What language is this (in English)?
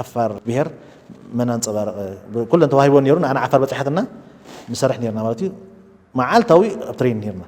Tigrinya